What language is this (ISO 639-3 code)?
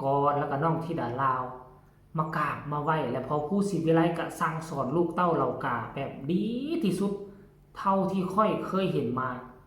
tts